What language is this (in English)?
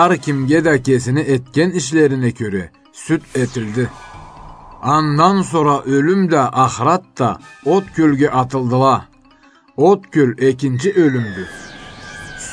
Karachay-Balkar